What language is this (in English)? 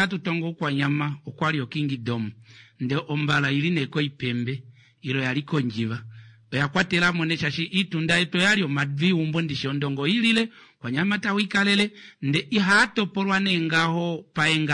Kuanyama